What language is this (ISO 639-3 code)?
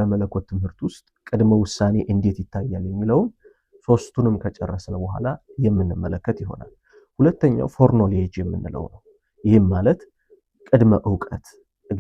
amh